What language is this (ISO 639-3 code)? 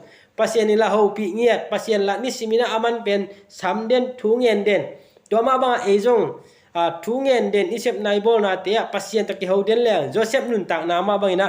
ctd